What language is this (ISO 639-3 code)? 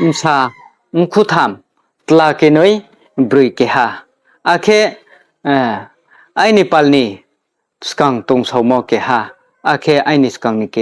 ria